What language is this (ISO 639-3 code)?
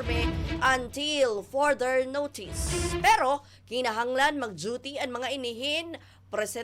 war